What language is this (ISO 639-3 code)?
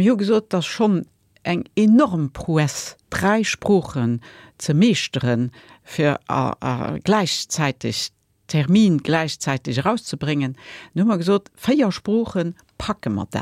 ltz